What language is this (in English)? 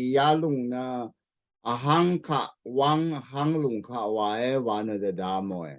Rawang